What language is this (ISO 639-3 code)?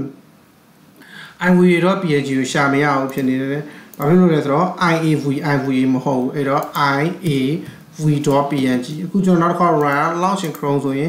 mya